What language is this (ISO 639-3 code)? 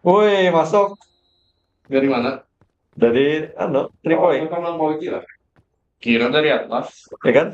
bjn